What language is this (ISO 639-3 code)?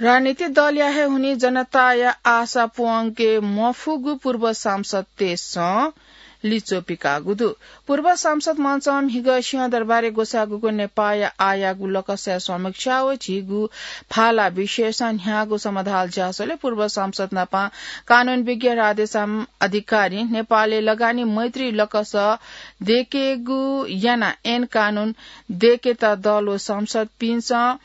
new